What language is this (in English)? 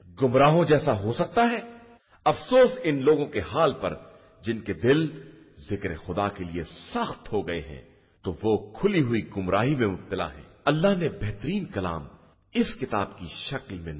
Urdu